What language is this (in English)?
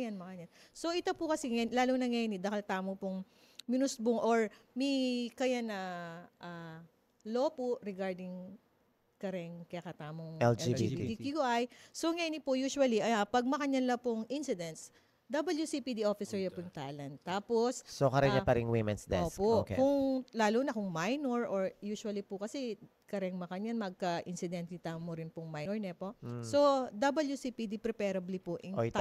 Pampanga